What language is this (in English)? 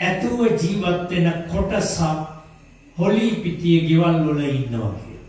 Sinhala